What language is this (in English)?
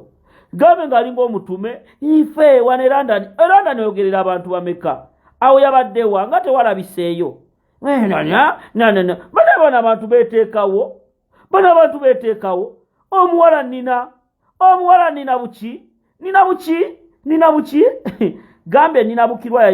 Ganda